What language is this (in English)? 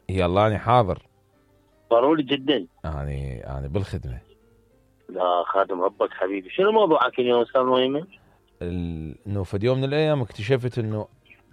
Mesopotamian Arabic